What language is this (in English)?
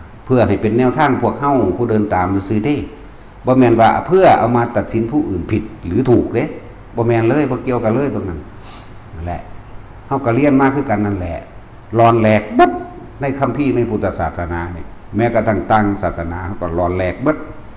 Northeastern Thai